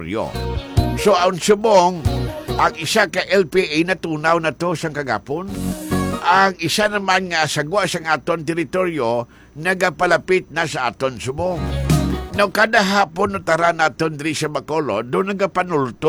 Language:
Hiligaynon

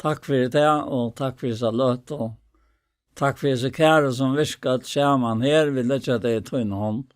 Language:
Faroese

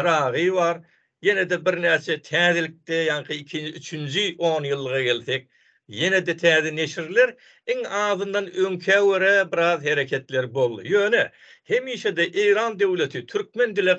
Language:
Turkmen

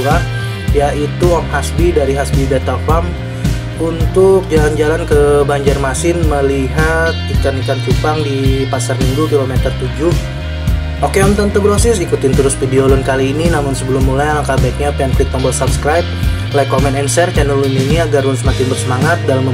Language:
Banjar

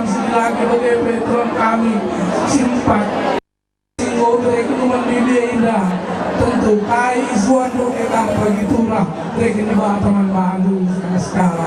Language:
Batak Karo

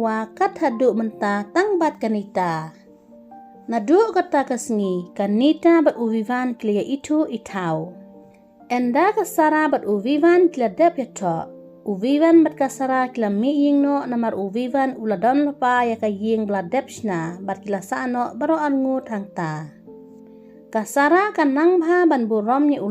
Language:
Khasi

